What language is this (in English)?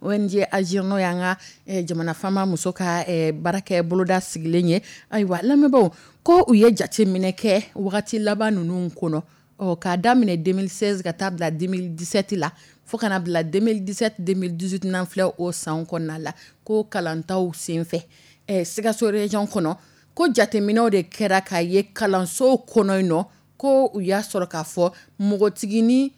Dyula